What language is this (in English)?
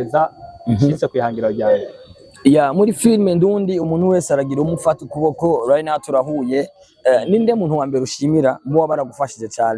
Rundi